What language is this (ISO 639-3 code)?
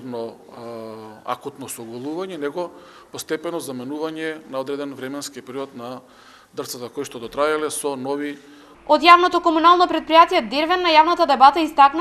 mkd